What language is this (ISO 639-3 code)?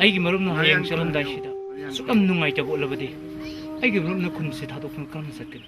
mni